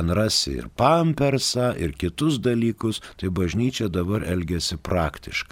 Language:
Lithuanian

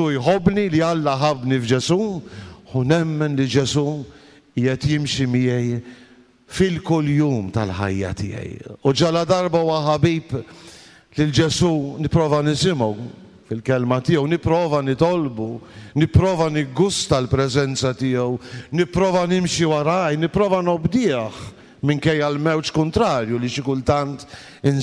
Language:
Maltese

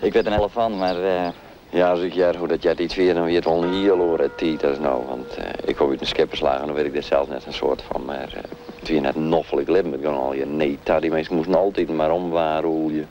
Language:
Western Frisian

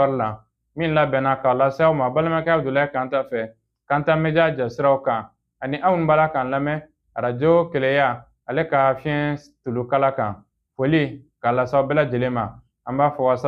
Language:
Bambara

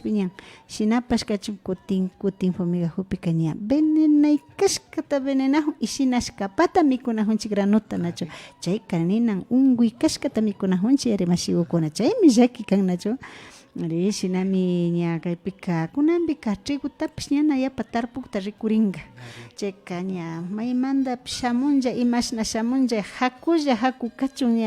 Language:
Imbabura Highland Quichua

